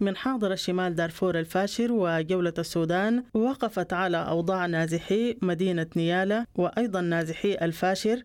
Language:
Sudanese Arabic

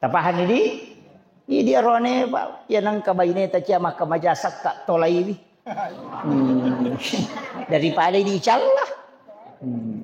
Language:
Buginese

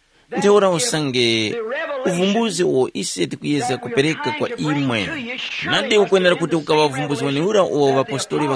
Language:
Tumbuka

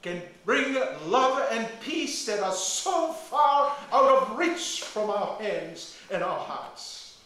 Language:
Tongan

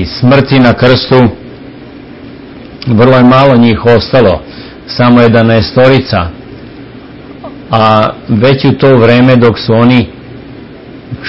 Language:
Serbian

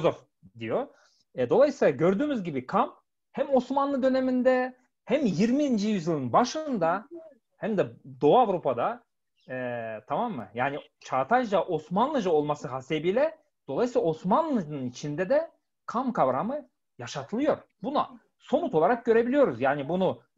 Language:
Turkish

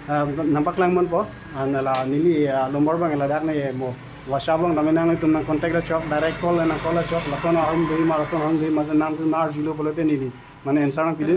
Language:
Karbi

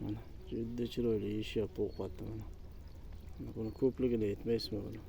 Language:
Uzbek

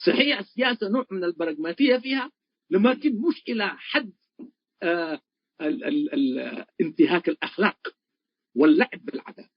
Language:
Tigre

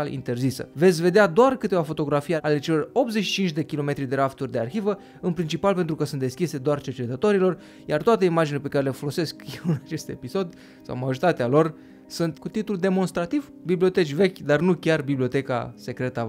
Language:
Romanian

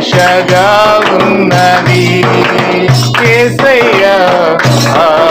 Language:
Telugu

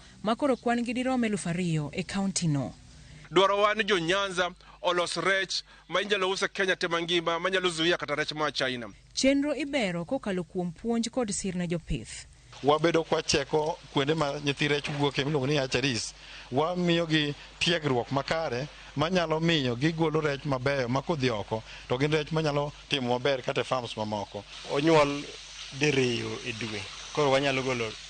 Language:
Luo (Kenya and Tanzania)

